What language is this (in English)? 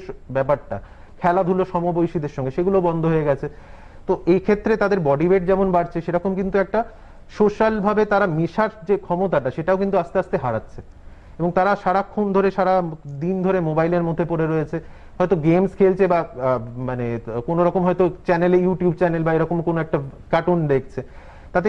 Bangla